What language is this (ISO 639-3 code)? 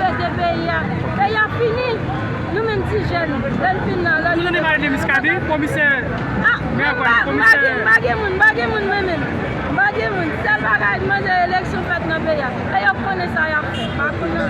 hat